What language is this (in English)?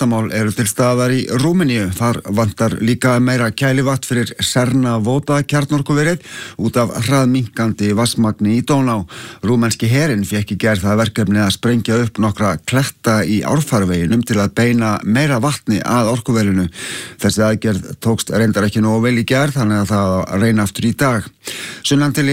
Icelandic